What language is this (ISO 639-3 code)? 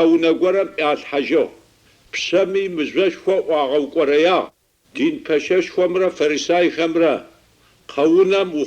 ady